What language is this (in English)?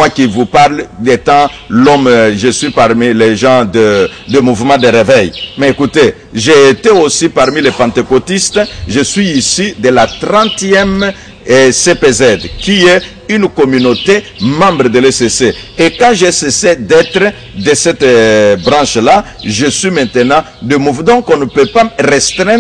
French